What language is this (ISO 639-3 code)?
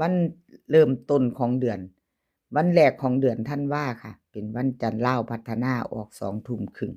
tts